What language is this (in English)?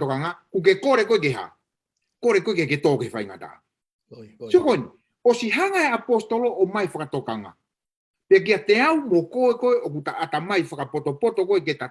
Tongan